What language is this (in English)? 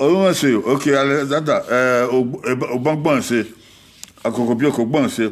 Bini